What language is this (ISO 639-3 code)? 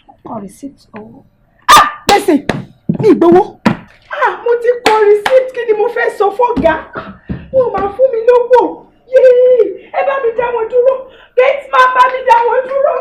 yor